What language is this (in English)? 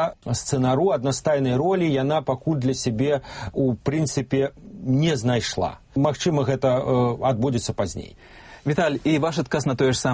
Belarusian